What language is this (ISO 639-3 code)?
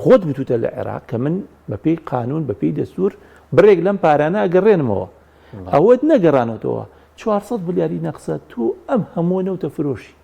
ckb